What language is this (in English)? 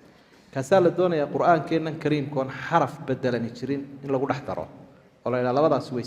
Somali